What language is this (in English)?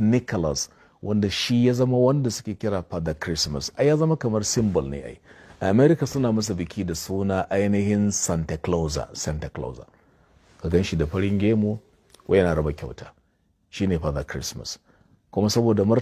Hausa